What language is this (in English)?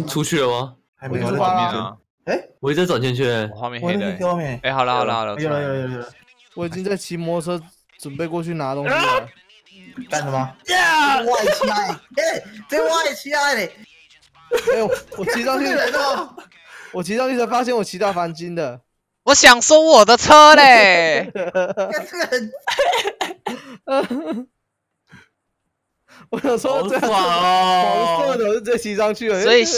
Chinese